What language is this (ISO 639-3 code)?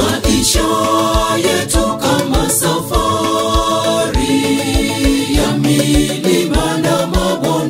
swa